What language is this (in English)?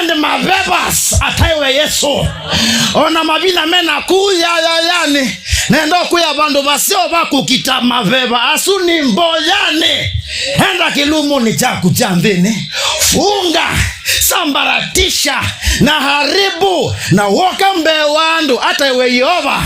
Kamba